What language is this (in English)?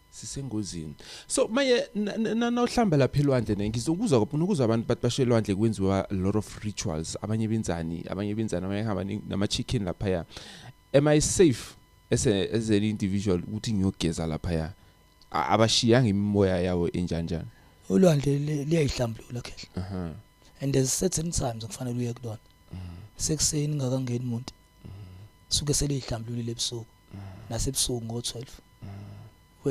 Zulu